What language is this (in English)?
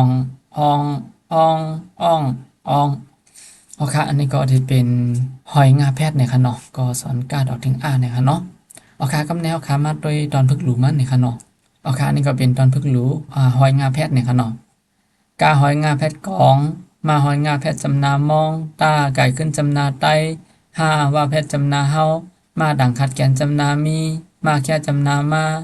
Shan